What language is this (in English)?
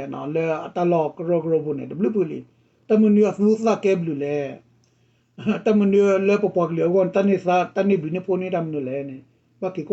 S'gaw Karen